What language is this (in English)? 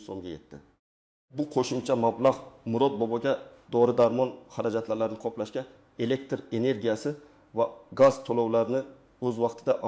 Uzbek